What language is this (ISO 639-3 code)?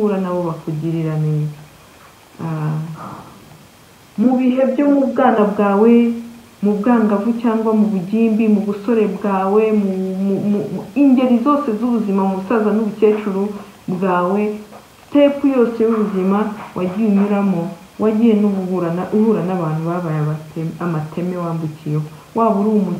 kin